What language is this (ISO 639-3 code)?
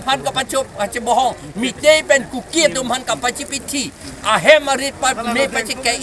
mjw